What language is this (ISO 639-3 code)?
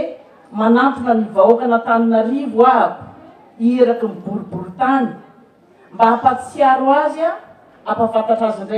mlg